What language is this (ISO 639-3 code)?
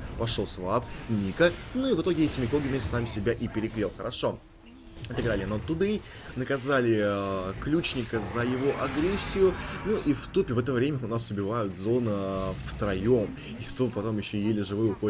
rus